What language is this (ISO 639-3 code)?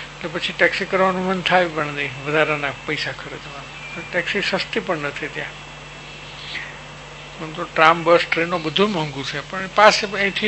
guj